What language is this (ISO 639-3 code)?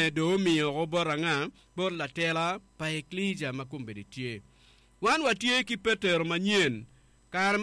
ach